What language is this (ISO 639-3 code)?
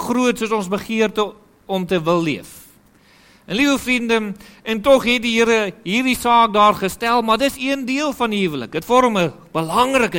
afr